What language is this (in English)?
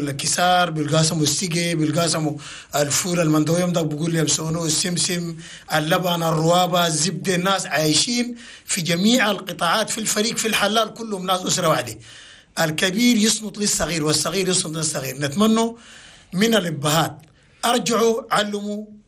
Chadian Arabic